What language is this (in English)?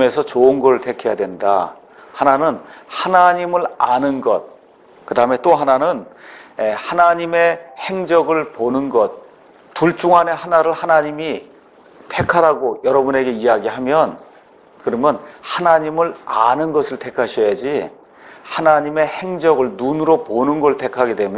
Korean